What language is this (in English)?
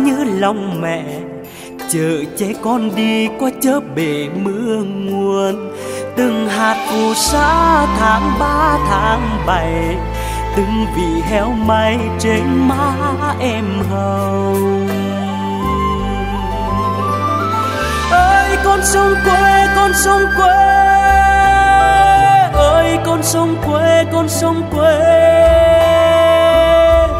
Vietnamese